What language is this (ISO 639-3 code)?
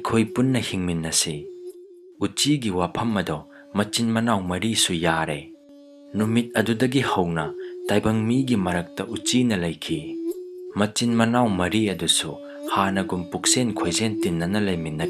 mni